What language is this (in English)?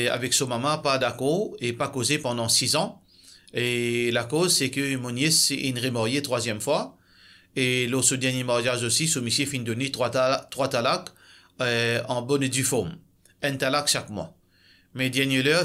Morisyen